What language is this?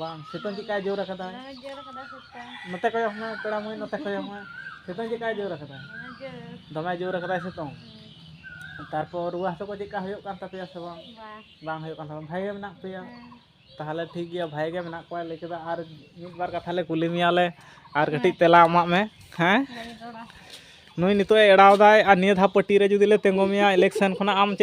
Santali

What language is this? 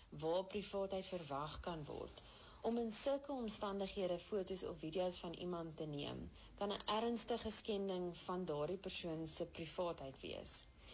Afrikaans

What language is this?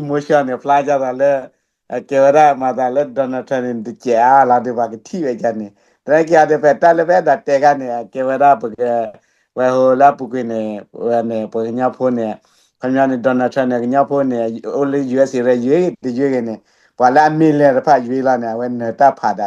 S'gaw Karen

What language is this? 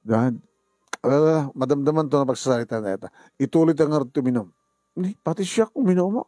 Iloko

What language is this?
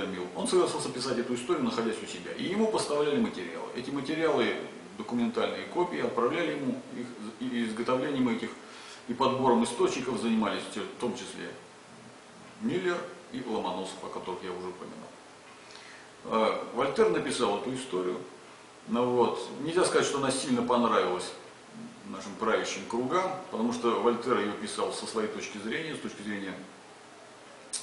Russian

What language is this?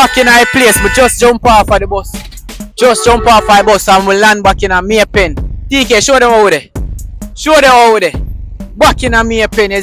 Jamaican Creole English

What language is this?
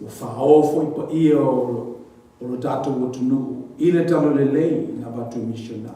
Samoan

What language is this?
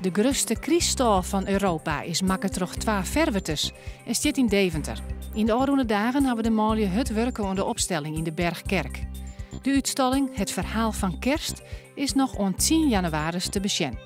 Western Frisian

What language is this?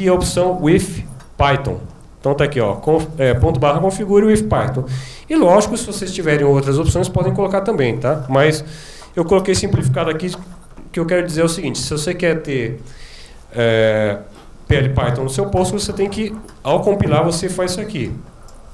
Portuguese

